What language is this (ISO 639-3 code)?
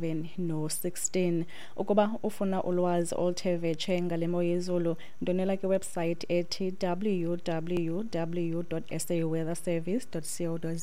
xho